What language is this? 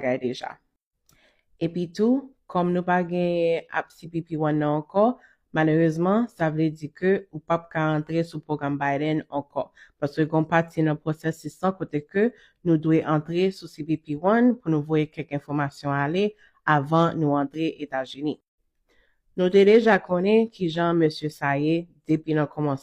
Haitian Creole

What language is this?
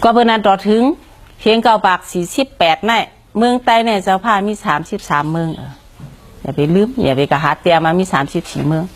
Shan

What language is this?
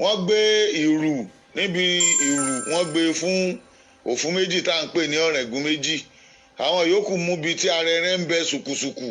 Yoruba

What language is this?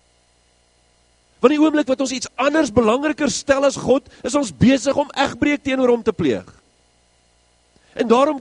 Afrikaans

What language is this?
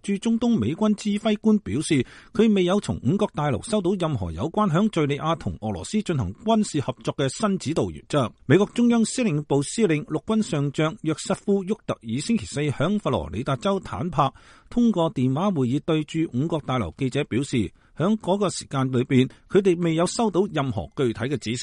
Cantonese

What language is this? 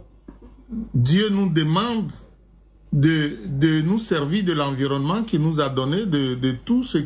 French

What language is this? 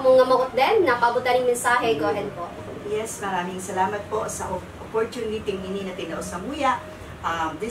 Bikol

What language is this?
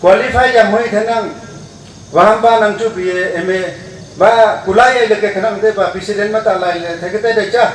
Wancho Naga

